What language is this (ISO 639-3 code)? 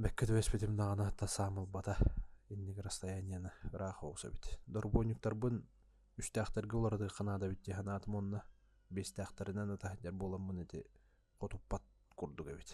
sah